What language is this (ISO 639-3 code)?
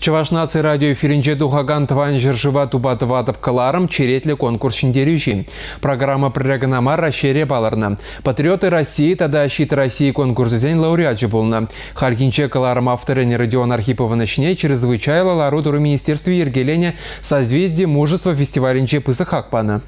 chv